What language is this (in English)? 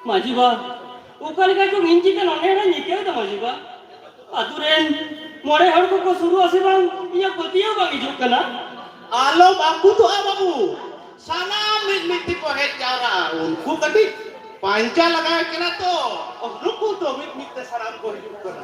Santali